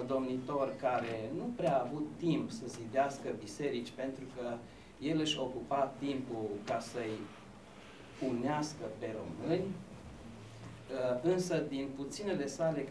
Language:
Romanian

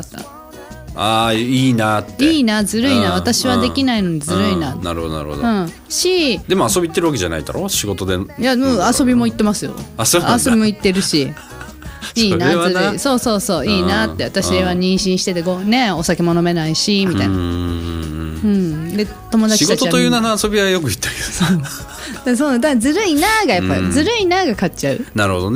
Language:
Japanese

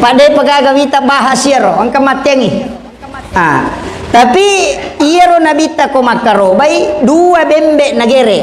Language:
Buginese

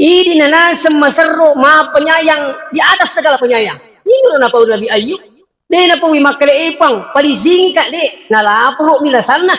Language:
Buginese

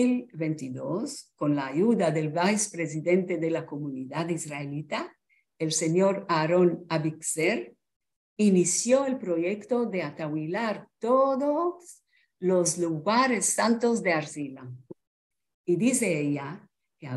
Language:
Ladino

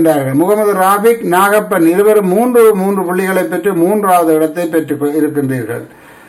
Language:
Tamil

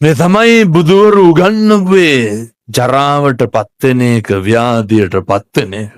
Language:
Sinhala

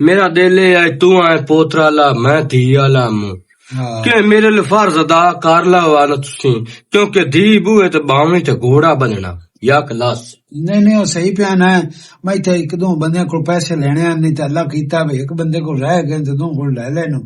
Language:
Western Panjabi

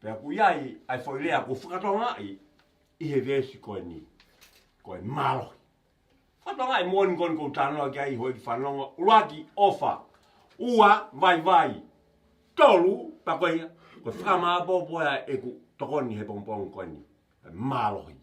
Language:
Tongan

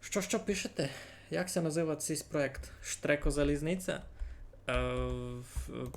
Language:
Rusyn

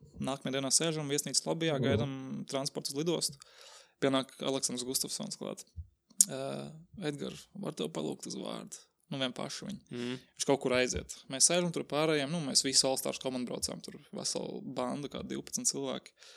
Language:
Latvian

